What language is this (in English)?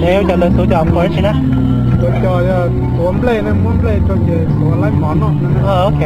Hmong